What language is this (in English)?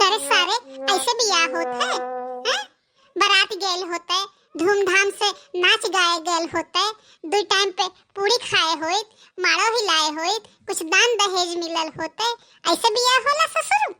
Bhojpuri